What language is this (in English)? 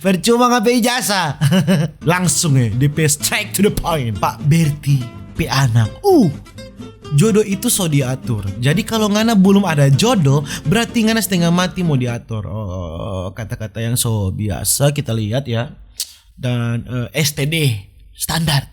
Manado Malay